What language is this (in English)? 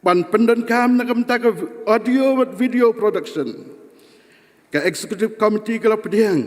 Khasi